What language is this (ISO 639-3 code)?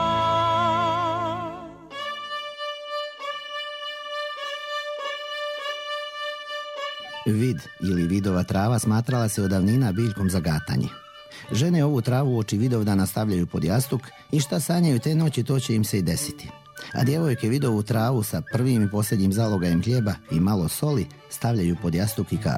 srp